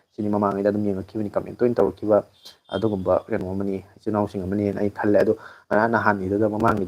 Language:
Manipuri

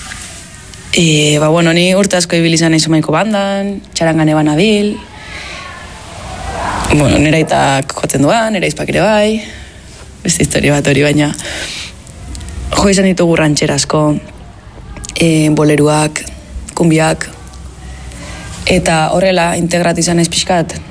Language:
Basque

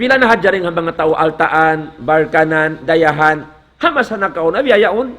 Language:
Tausug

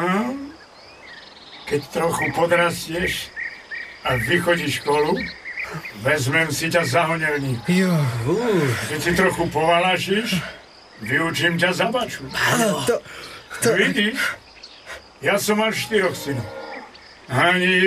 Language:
Slovak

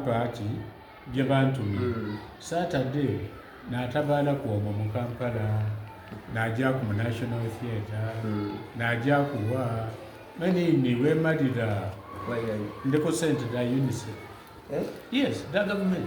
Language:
Soga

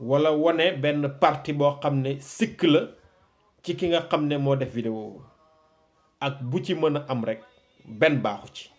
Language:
Wolof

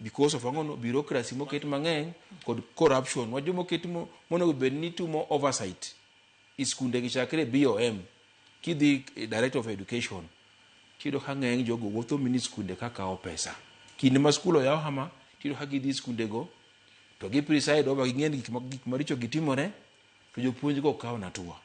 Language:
Luo (Kenya and Tanzania)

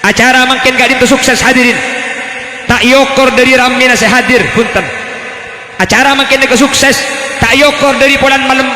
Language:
Madurese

